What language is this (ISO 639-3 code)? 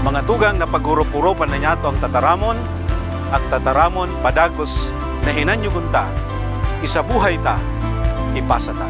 bik